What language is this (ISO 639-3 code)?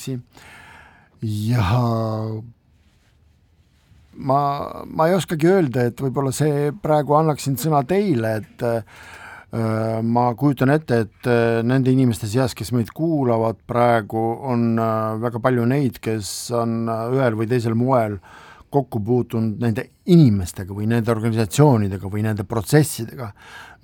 est